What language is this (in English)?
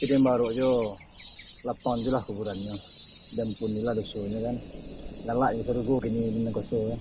Minangkabau